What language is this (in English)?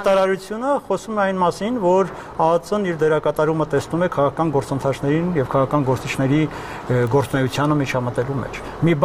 Armenian